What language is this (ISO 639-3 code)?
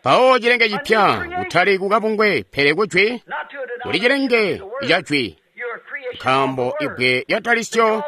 toi